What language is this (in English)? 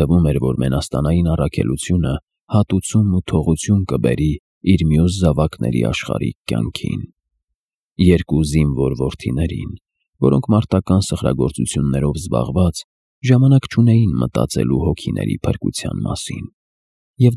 Armenian